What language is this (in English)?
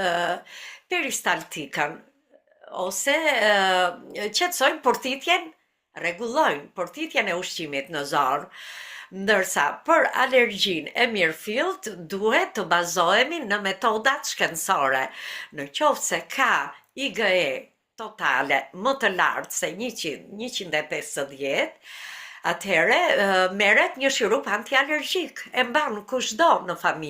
Albanian